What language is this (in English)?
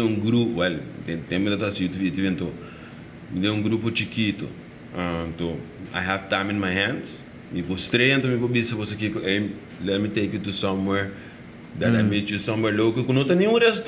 Papiamento